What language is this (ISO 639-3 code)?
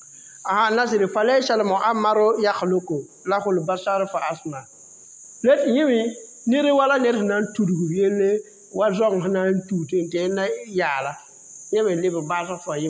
mos